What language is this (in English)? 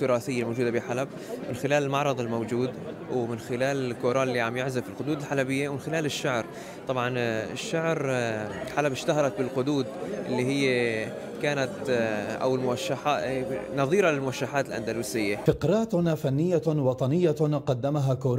North Levantine Arabic